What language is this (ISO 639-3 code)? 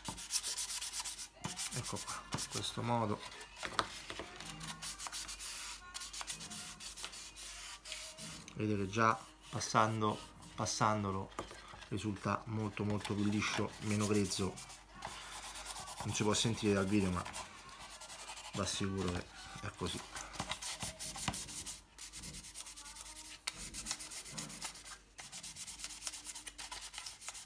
ita